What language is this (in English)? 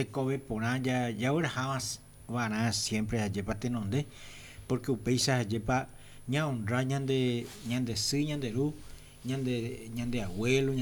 Guarani